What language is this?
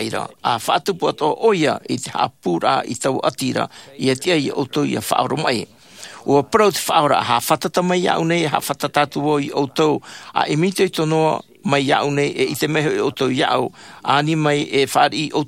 Tahitian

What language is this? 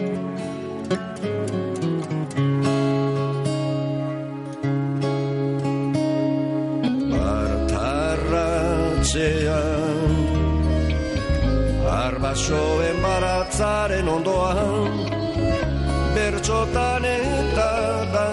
Basque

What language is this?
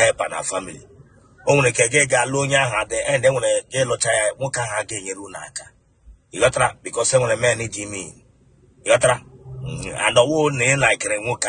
Igbo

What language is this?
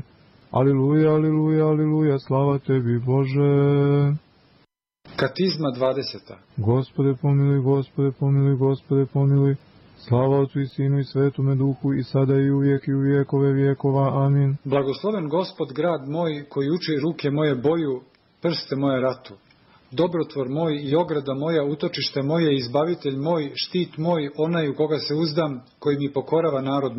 Serbian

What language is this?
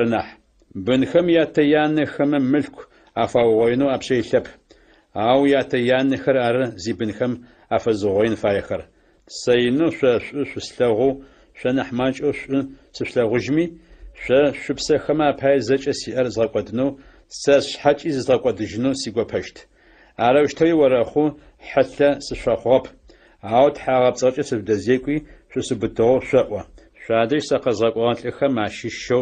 Adyghe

